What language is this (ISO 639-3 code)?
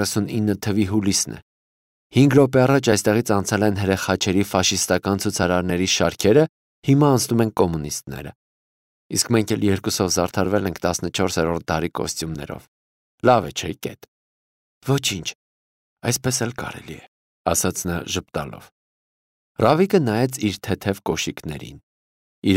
hye